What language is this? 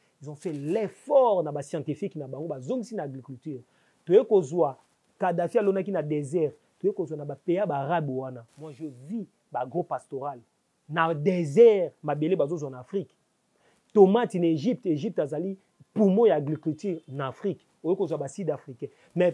Lingala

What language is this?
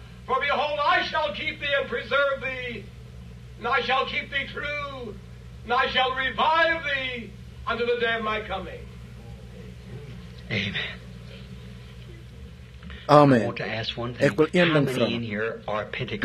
Afrikaans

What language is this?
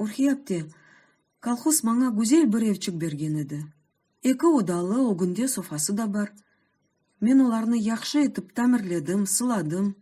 Crimean Tatar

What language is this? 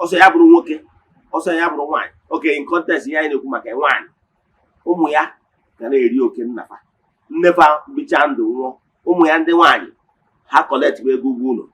Igbo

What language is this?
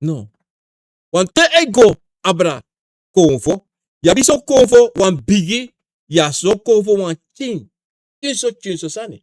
Sranan Tongo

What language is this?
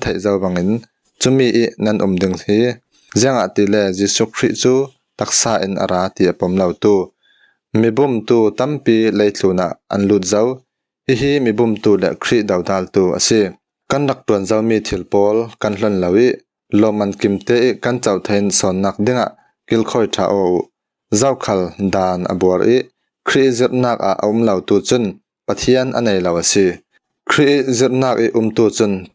Falam Chin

